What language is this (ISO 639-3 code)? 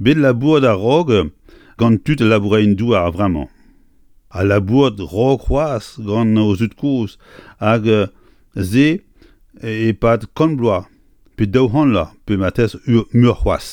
bre